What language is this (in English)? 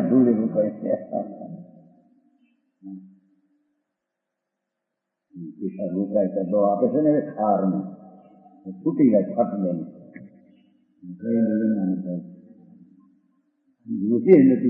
Gujarati